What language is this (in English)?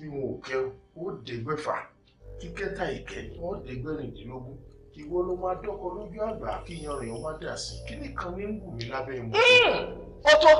Yoruba